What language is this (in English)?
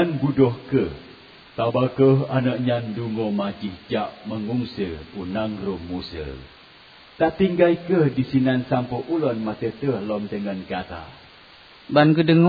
Achinese